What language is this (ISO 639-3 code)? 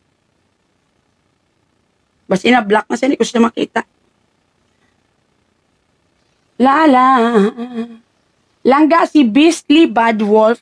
fil